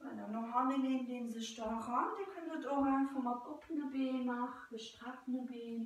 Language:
Luxembourgish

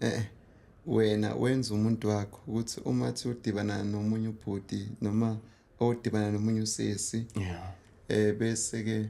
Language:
Zulu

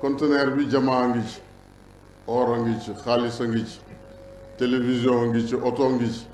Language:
Wolof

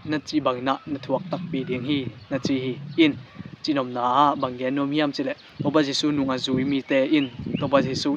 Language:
Tedim Chin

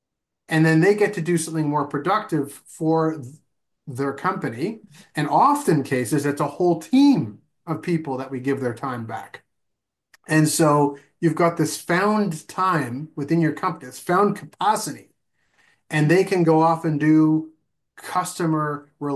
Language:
English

